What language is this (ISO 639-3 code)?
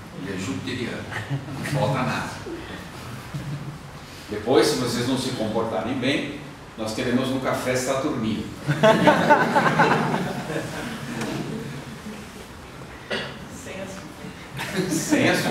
por